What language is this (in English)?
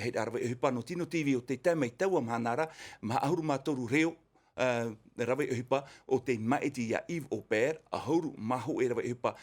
Tahitian